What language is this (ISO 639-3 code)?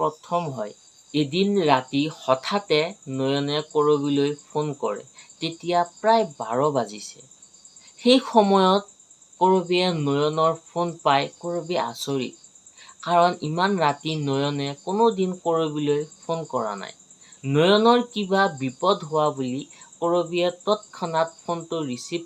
asm